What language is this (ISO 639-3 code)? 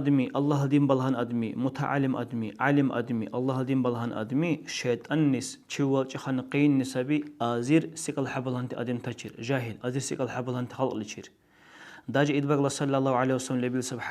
dar